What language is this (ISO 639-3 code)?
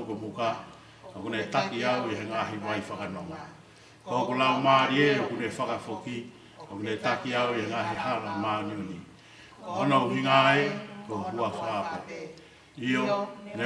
ton